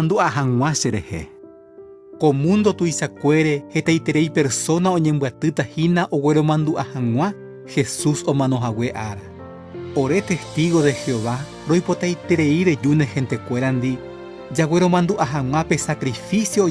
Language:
Guarani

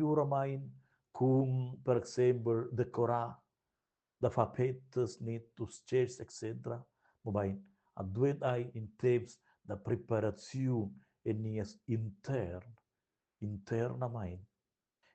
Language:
Romansh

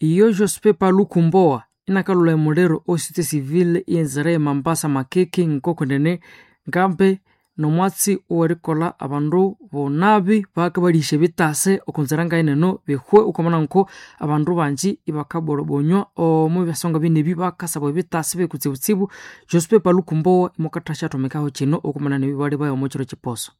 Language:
Nande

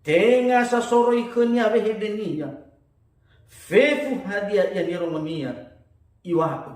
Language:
Nias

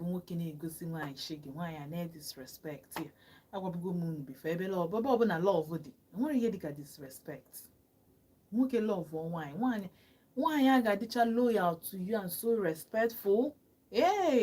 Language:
Igbo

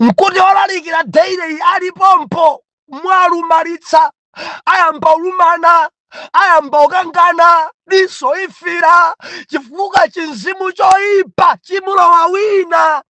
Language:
Nyanja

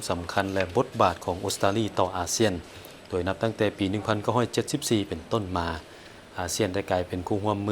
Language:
Lao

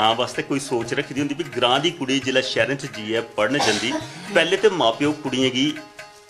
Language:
Dogri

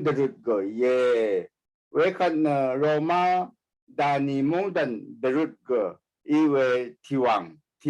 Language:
Rawang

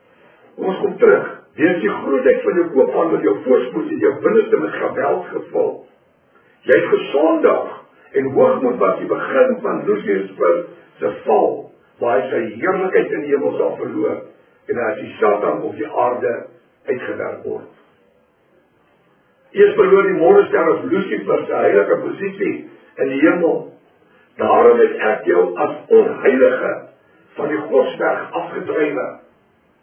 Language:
Afrikaans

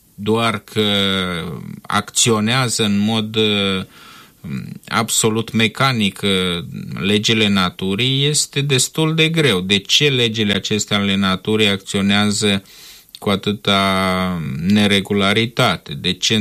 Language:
Romanian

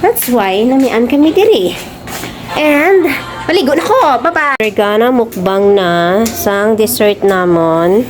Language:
Hiligaynon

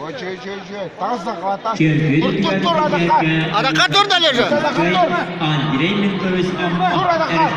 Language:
Yakut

